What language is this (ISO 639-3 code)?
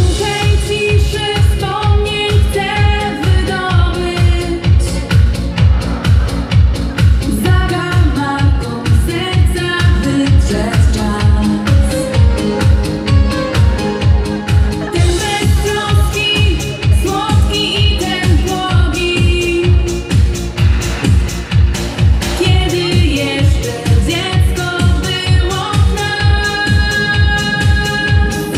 pol